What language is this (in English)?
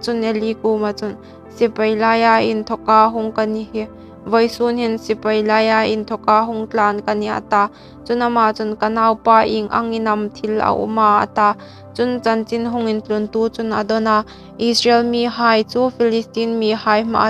Hmar